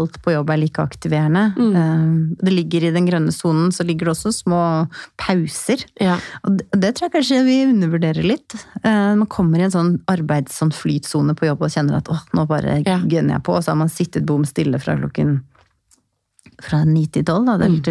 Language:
Norwegian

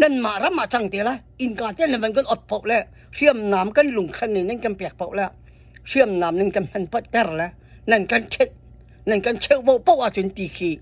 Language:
Hakha Chin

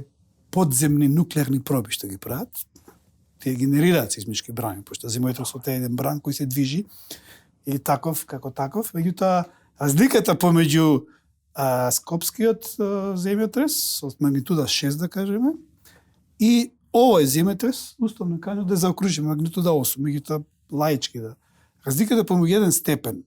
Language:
Macedonian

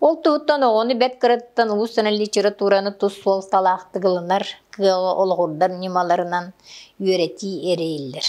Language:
Yakut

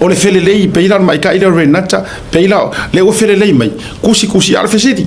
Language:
Samoan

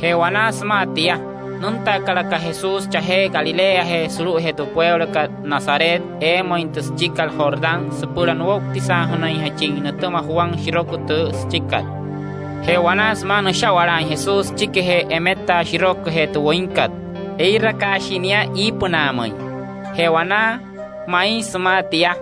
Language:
Wayuu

